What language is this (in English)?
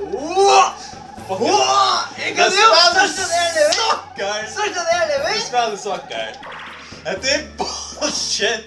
Faroese